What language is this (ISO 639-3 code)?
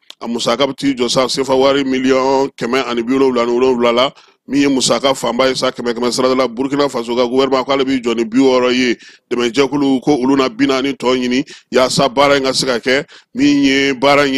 bam